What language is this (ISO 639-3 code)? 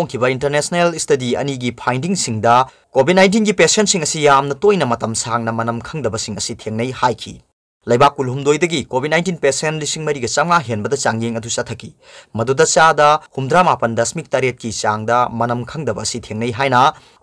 mni